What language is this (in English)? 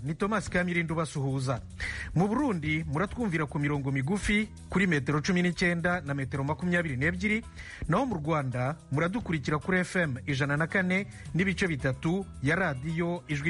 Kinyarwanda